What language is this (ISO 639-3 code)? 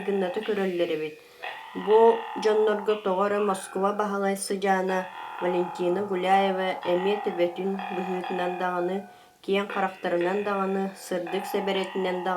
sah